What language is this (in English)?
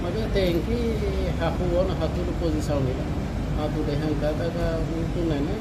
Tetum